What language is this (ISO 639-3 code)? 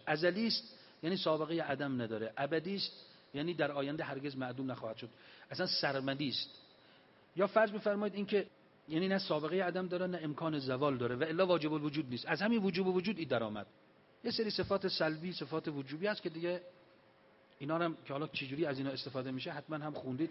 fas